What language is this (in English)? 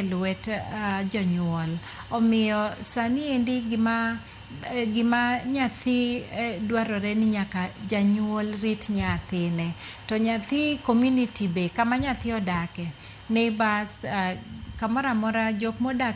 Luo (Kenya and Tanzania)